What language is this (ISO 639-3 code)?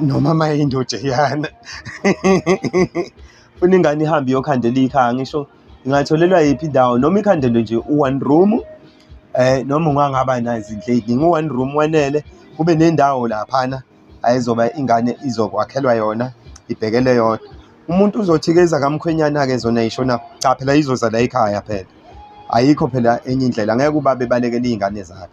zul